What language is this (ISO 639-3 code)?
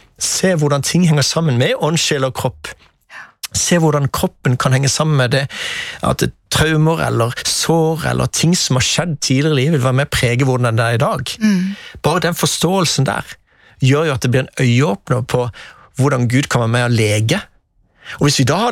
nor